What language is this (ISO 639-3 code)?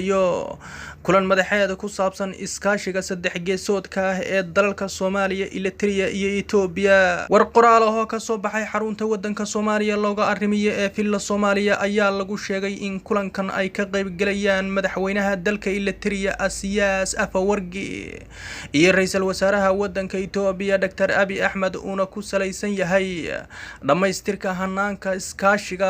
som